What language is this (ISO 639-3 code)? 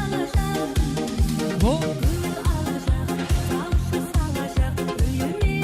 kaa